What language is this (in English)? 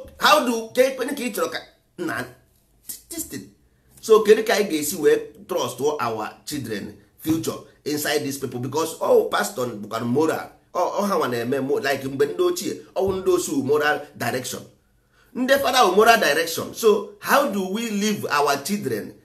Igbo